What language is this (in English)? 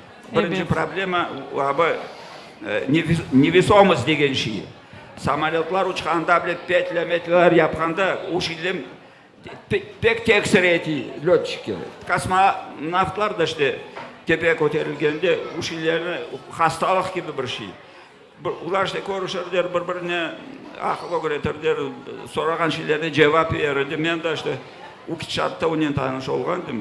Crimean Tatar